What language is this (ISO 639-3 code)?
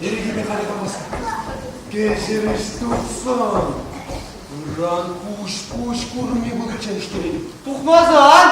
chv